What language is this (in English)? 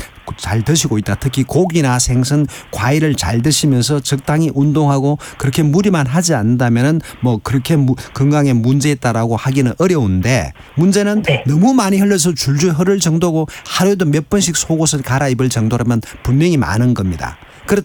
Korean